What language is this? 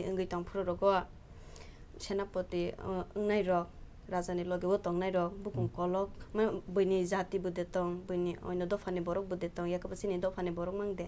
Kok Borok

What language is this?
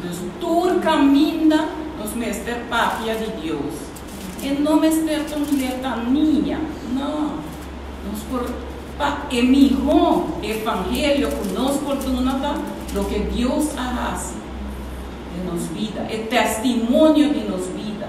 Papiamento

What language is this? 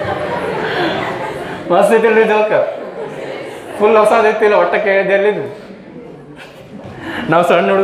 Kannada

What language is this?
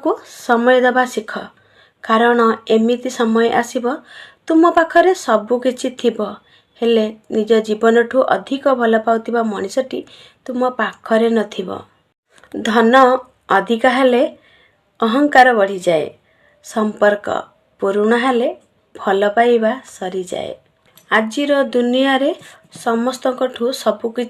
Odia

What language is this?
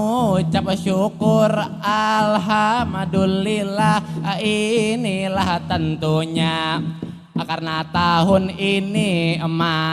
Banjar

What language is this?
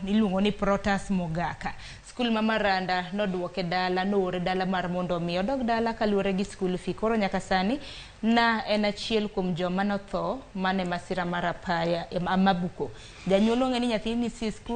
Luo (Kenya and Tanzania)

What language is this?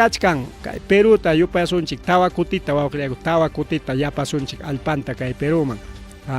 Ayacucho Quechua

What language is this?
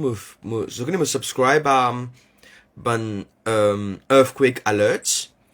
Morisyen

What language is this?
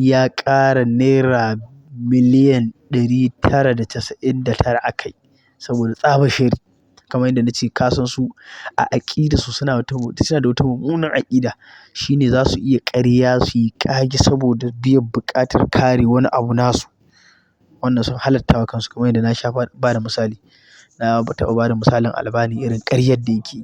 Hausa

